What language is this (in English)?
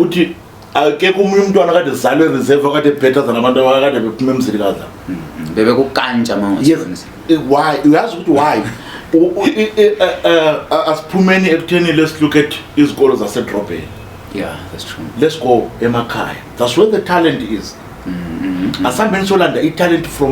Zulu